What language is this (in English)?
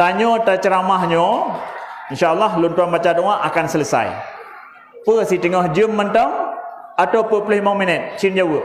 Achinese